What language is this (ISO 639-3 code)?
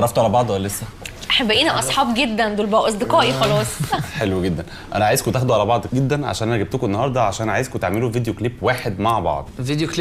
arz